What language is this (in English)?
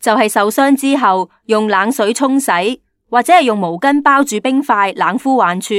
Cantonese